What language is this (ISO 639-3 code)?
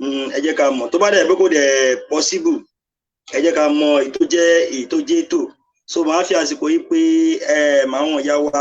yor